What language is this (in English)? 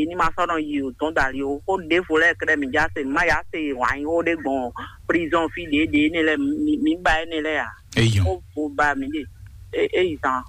Fon